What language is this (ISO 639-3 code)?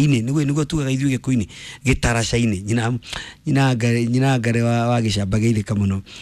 kik